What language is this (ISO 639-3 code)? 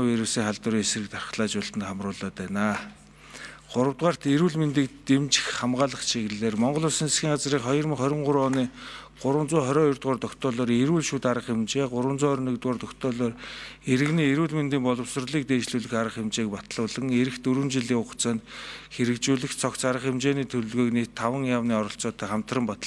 mon